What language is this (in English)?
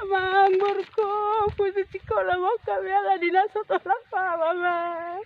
Batak Toba